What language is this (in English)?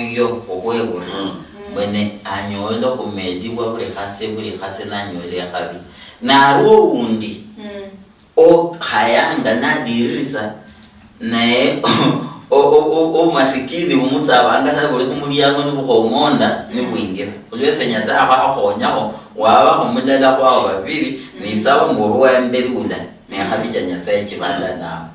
Luyia